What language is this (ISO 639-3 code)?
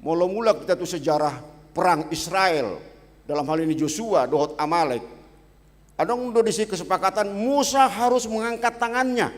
bbc